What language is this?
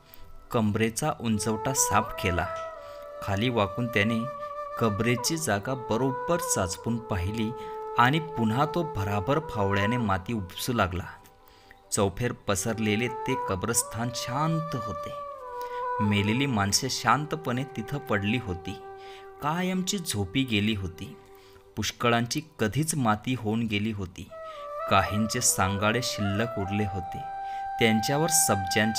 Marathi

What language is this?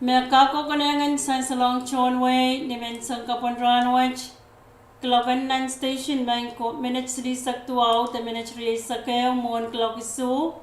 Pohnpeian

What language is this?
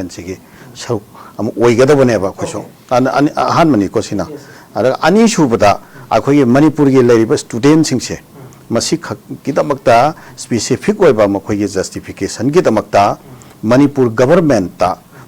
Manipuri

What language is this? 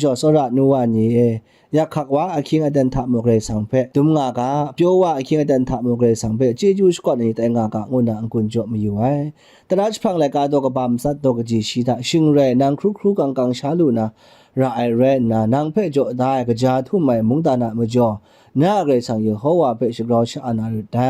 Kachin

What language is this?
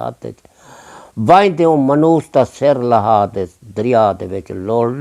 Saraiki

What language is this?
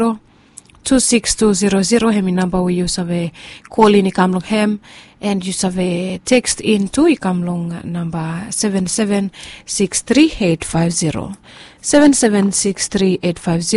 Bislama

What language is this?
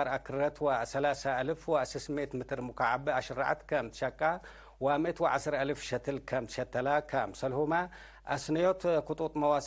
Tigre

